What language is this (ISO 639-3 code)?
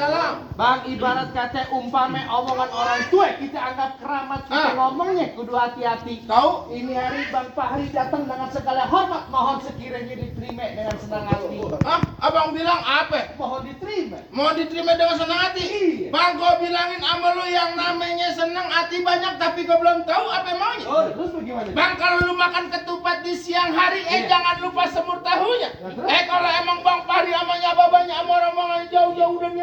bew